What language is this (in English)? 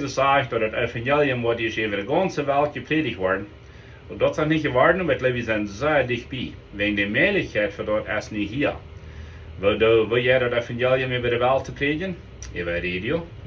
Plautdietsch